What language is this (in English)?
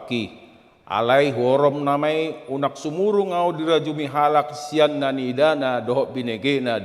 Batak Toba